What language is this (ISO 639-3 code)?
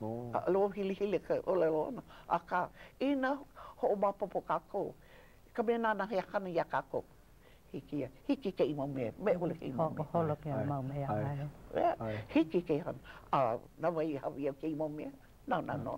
haw